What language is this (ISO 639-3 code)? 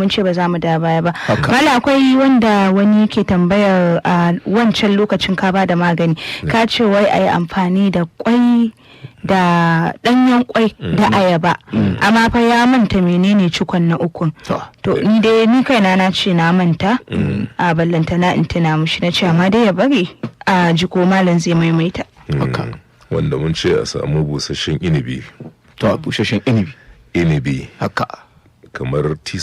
hau